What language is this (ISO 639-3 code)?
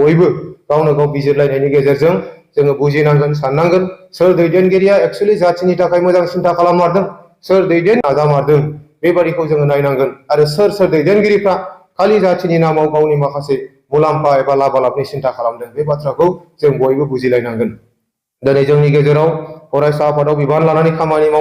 brx